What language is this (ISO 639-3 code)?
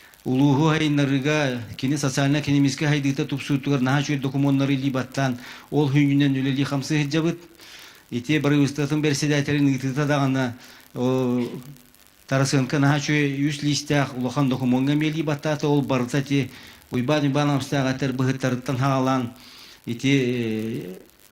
sah